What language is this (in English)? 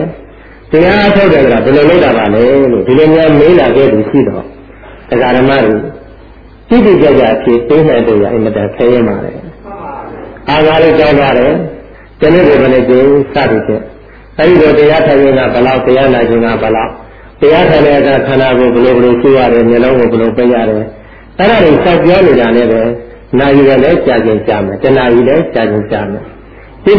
Burmese